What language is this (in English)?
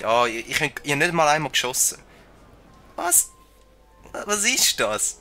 Swiss German